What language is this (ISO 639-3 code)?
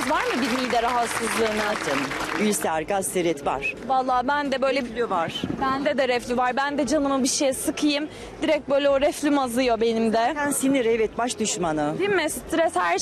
tur